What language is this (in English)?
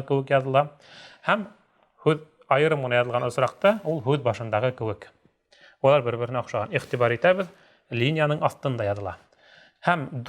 Bashkir